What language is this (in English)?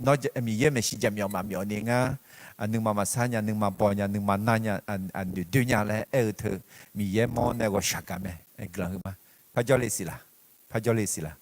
Akha